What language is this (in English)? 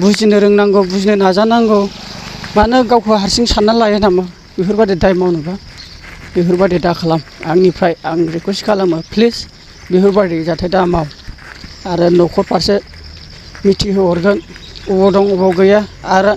Bodo